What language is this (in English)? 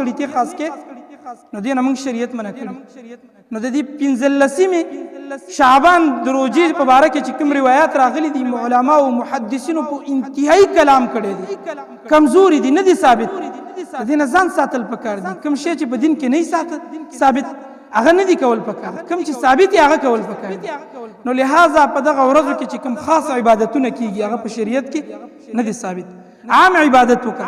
Pashto